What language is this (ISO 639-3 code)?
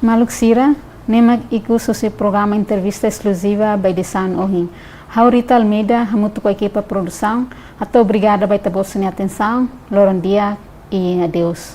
tet